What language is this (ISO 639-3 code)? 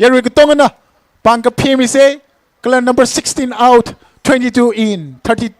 nmf